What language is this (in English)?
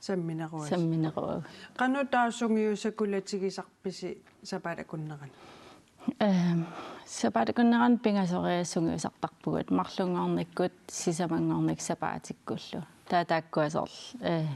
Kalaallisut